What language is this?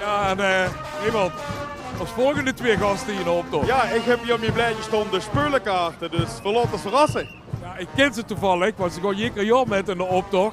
Limburgish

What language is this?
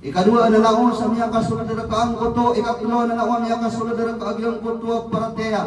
Maranao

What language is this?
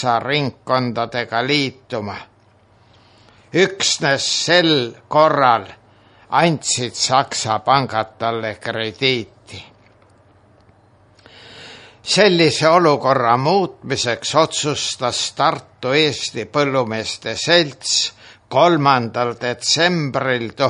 Estonian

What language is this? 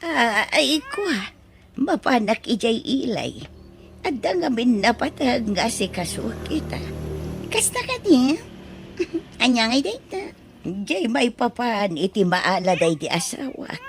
Iloko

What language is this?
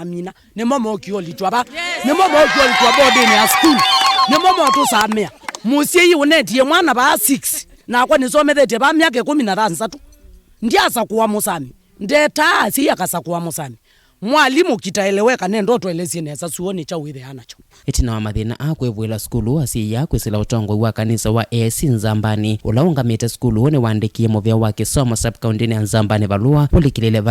Kamba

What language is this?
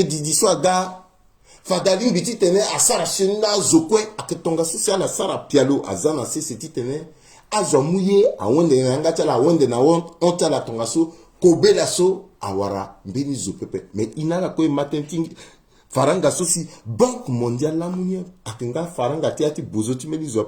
Sango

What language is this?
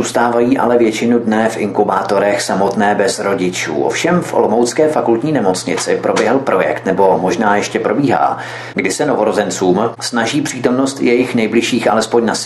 Czech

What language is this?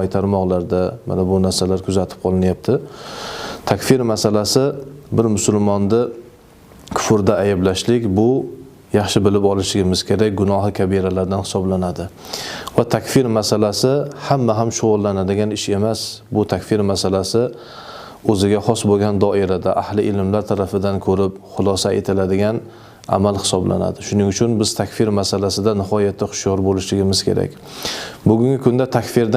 Uzbek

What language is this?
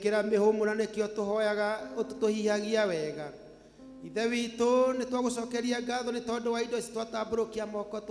Kikuyu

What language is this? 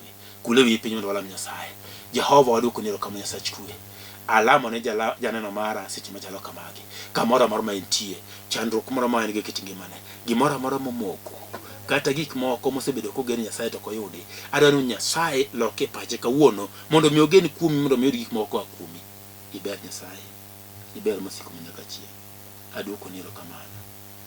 Luo (Kenya and Tanzania)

